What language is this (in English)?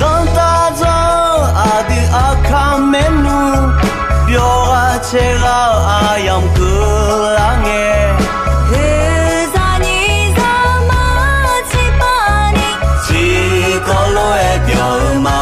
Akha